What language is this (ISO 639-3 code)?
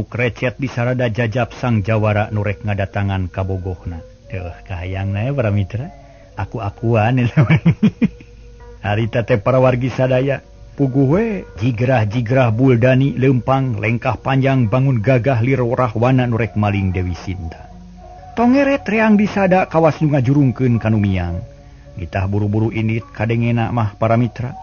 sun